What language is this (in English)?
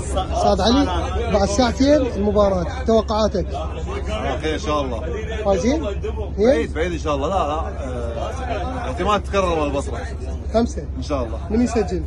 Mesopotamian Arabic